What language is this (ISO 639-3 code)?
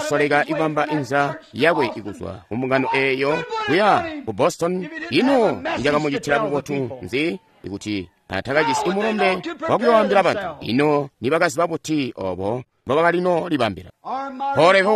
toi